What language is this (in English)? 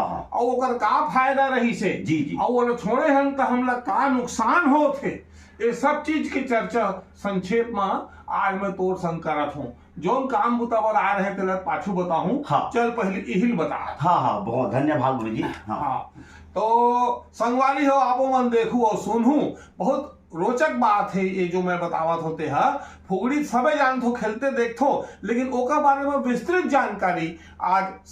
Chhattisgarhi